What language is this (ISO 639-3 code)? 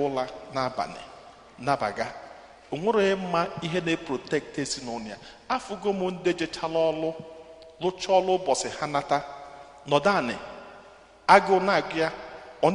ibo